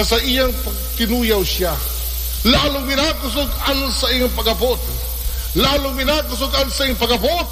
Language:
Bikol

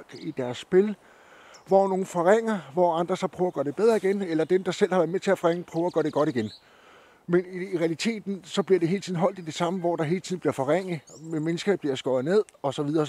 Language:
Danish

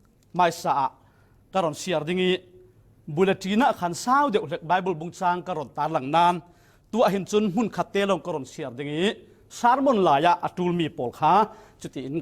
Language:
Falam Chin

